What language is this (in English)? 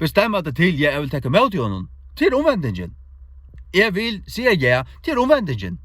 Faroese